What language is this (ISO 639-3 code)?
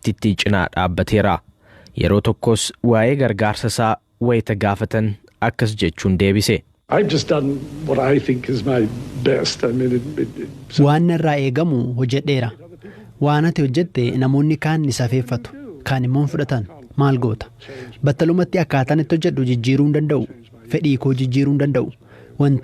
orm